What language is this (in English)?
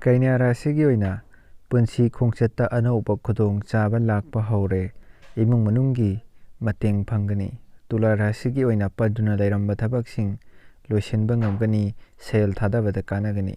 Manipuri